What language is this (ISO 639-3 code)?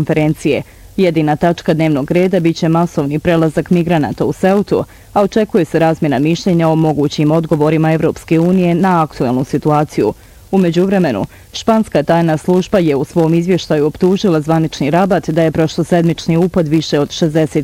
bos